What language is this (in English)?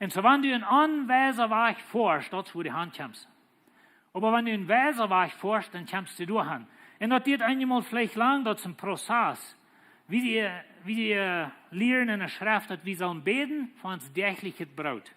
Plautdietsch